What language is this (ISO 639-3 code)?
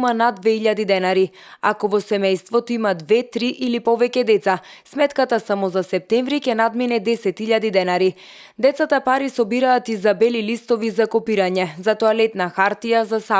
mkd